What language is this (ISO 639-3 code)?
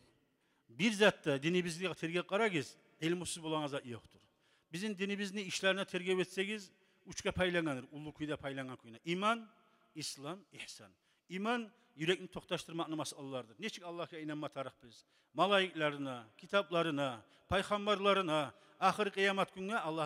kum